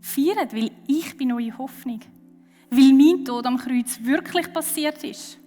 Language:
Swiss German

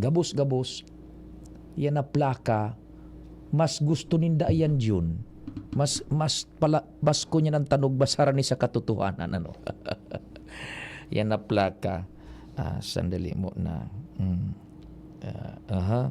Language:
Bikol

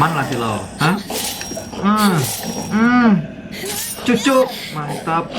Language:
Banjar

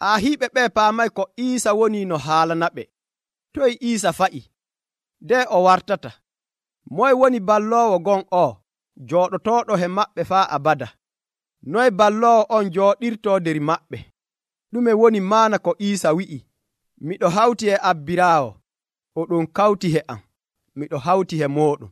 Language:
Nigerian Fulfulde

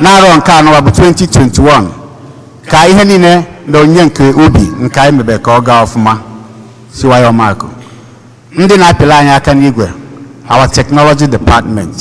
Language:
Igbo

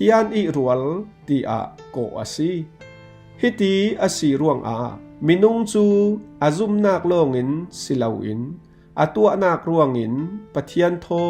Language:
Falam Chin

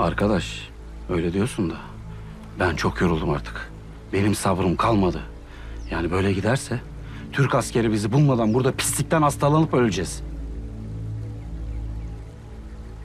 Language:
Turkish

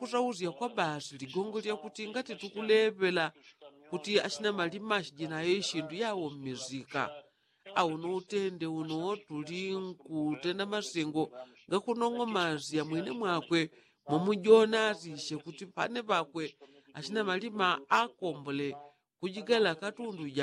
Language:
Yao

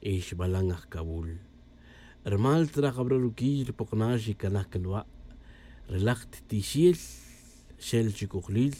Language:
Tz'utujil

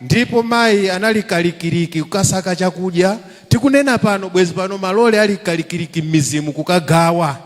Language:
Nyanja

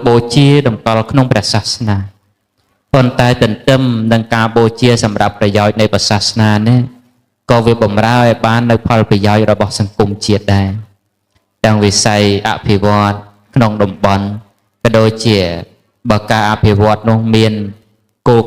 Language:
Khmer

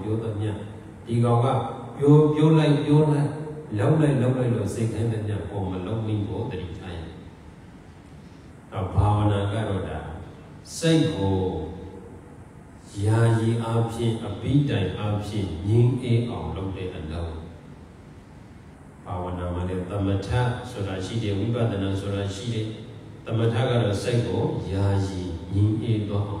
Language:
Burmese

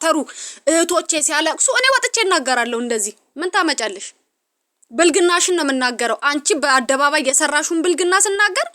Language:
Amharic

